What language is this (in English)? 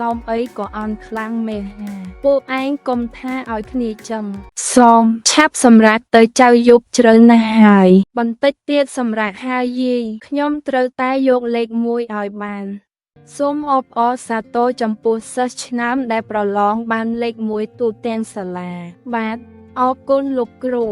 Khmer